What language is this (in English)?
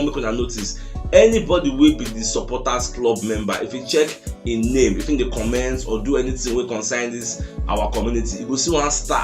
Nigerian Pidgin